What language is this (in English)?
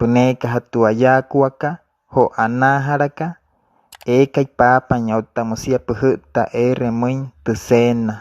Wayuu